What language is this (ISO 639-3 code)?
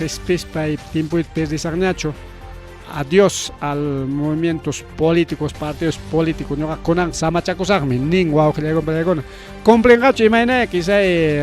quy